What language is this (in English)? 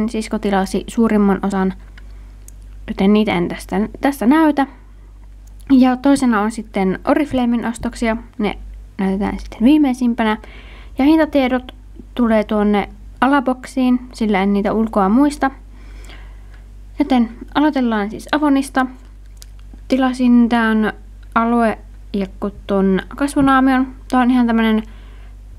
Finnish